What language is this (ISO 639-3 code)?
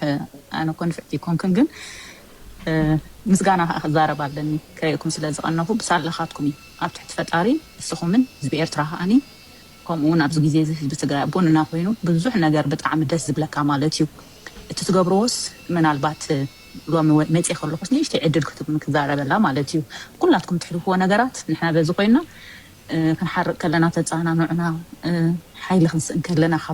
tir